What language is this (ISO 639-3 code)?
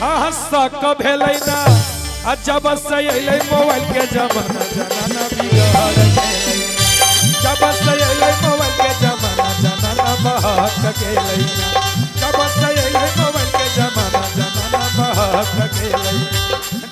mag